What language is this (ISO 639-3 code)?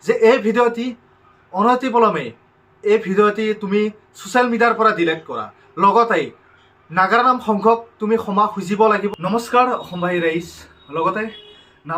asm